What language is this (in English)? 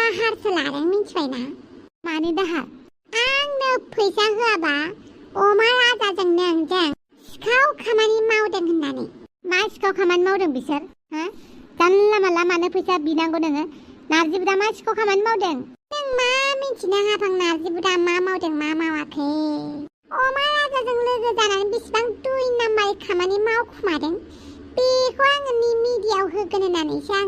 Bodo